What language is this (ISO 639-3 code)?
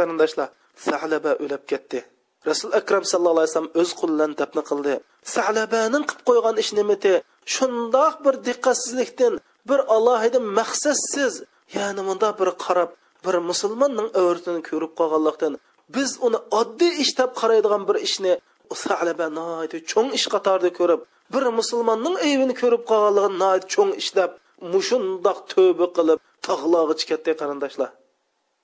uig